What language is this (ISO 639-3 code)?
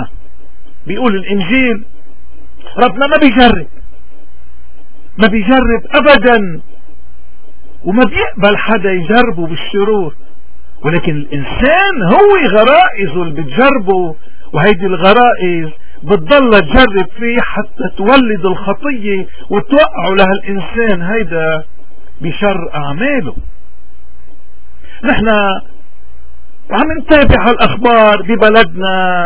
apc